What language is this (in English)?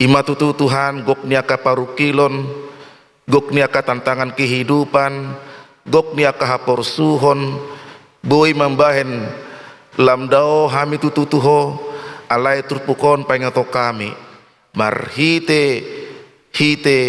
Batak Toba